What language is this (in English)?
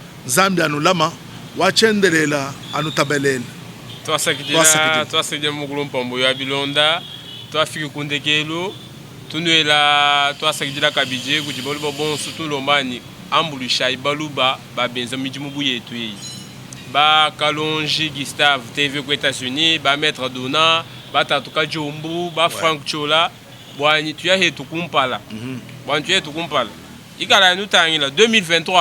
Luba-Lulua